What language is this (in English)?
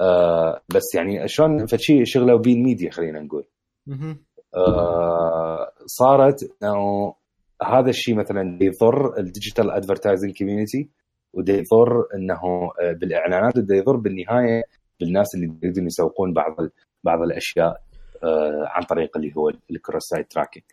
Mesopotamian Arabic